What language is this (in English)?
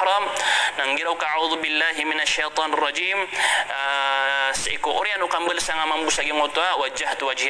Maranao